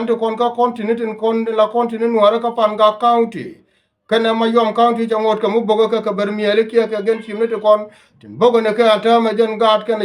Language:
Nuer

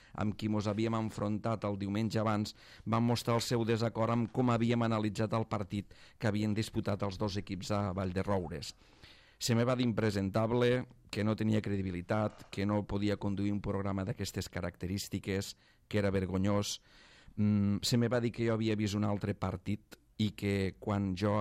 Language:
Catalan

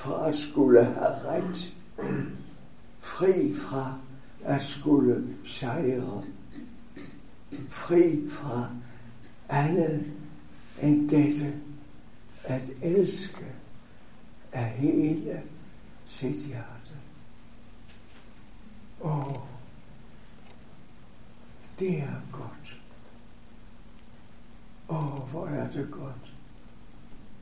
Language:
Danish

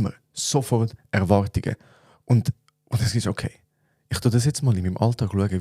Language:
Swiss German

